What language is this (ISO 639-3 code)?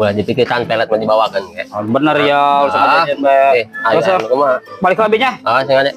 sun